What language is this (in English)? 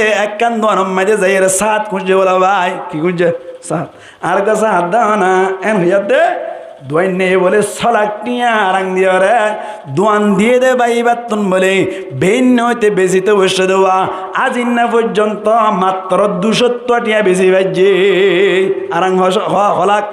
Rohingya